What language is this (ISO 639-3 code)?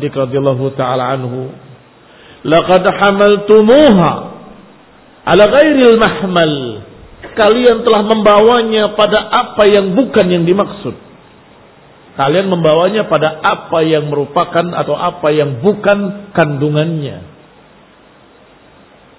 ind